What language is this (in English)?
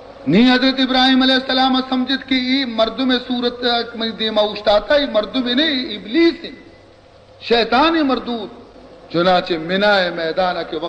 Baluchi